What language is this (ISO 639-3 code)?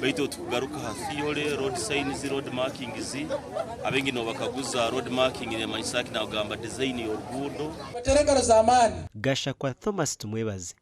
nyn